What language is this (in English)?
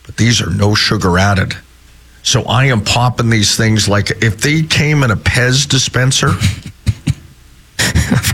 English